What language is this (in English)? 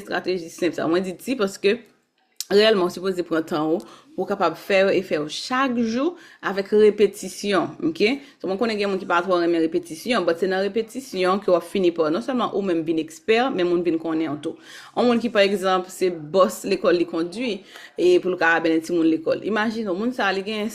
Haitian Creole